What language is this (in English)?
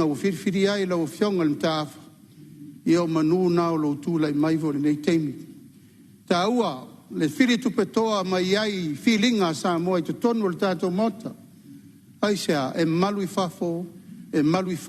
Samoan